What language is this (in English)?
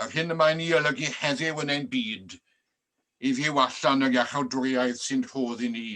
Welsh